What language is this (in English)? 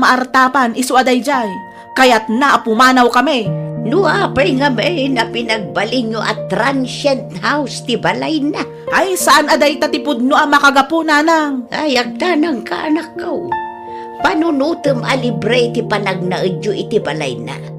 Iloko